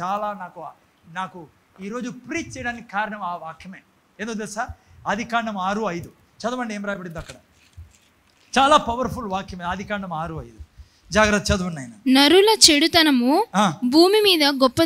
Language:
Telugu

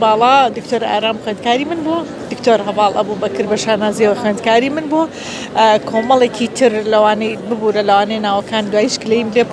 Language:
Central Kurdish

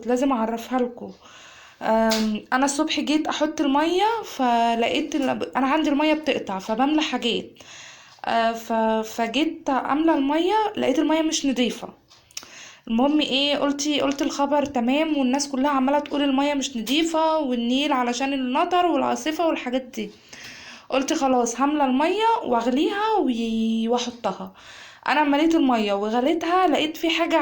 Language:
Egyptian Arabic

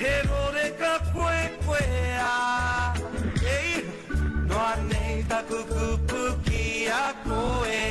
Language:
Māori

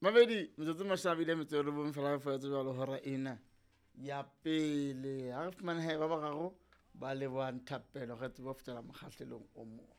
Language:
Southern Sotho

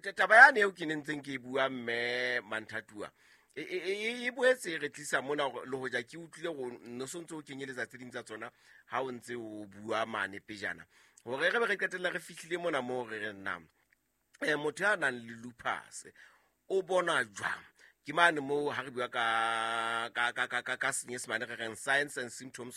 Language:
Southern Sotho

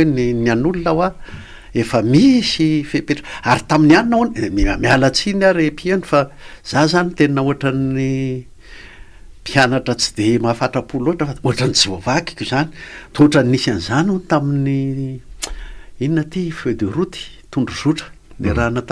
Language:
Malagasy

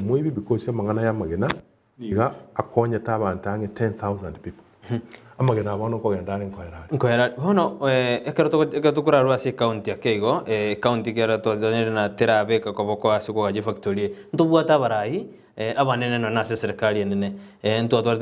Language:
Gusii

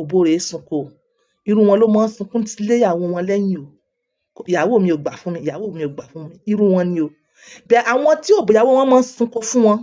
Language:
Yoruba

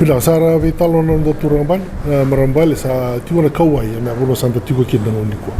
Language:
Fijian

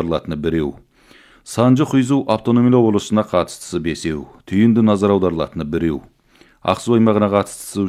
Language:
Kazakh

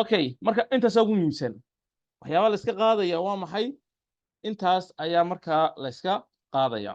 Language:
Somali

